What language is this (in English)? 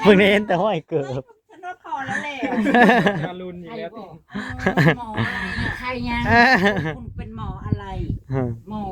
Northeastern Thai